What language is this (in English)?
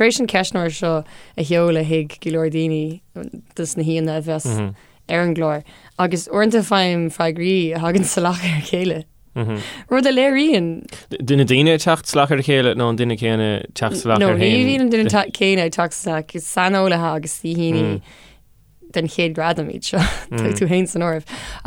Irish